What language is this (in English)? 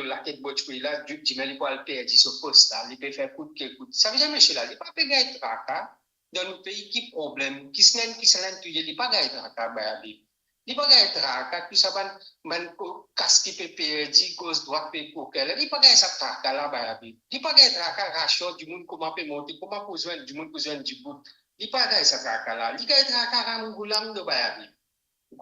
Morisyen